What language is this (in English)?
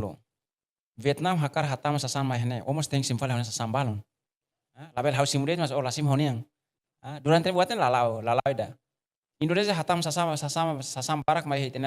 Tetum